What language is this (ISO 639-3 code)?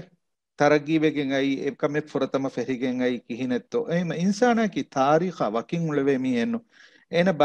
div